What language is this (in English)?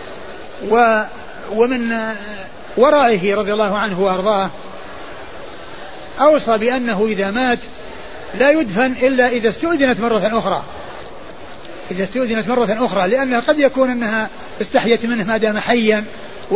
Arabic